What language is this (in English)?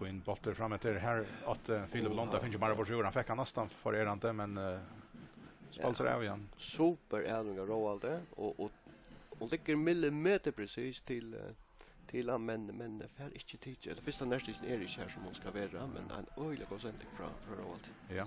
Faroese